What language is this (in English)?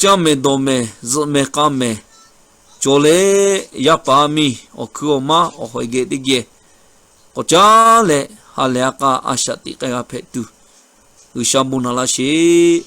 Lahu